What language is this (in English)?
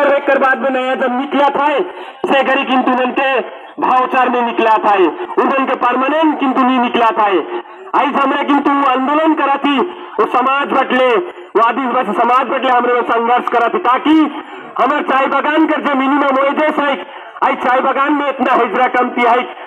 Sadri